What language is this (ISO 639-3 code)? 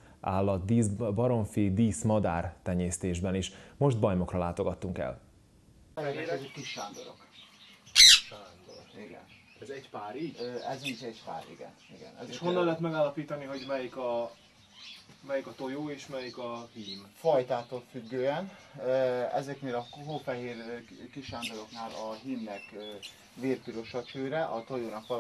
hun